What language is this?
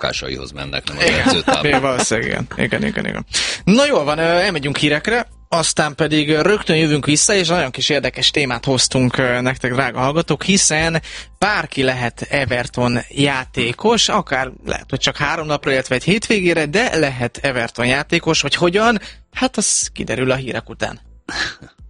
Hungarian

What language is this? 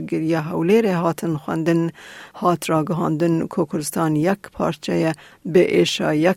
Kurdish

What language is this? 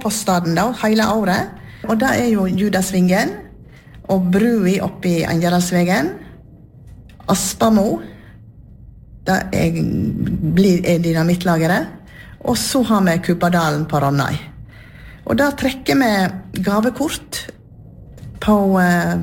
Norwegian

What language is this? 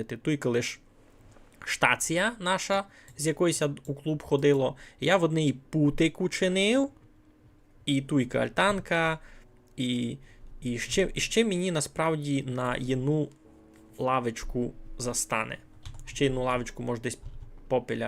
Rusyn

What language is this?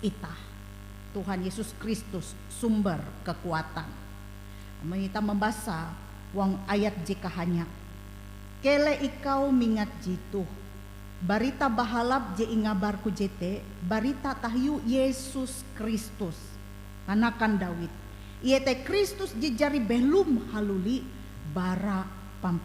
Ngaju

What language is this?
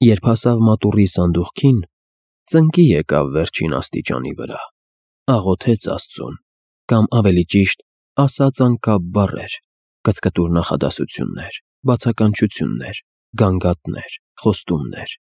Armenian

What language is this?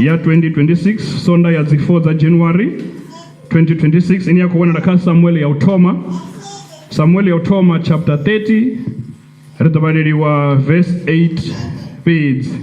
Venda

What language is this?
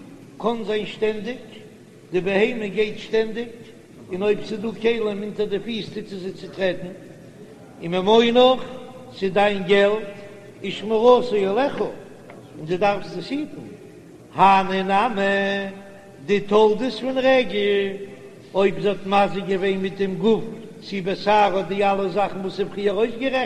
Yiddish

